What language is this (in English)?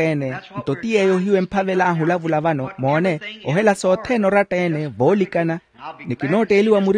Makhuwa